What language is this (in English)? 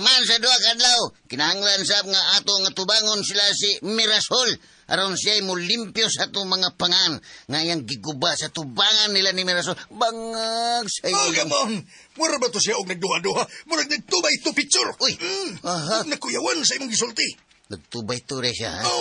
Cebuano